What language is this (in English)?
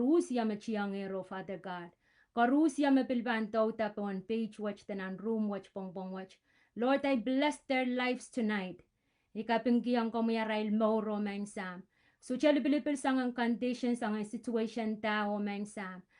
Pohnpeian